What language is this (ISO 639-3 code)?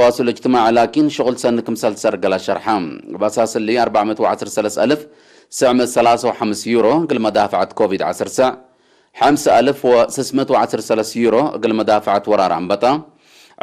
tig